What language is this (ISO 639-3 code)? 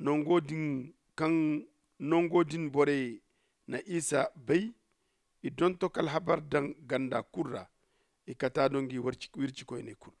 dje